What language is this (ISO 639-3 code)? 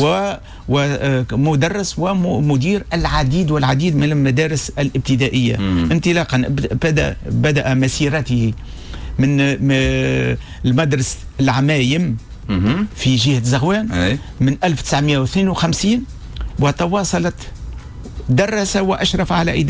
aeb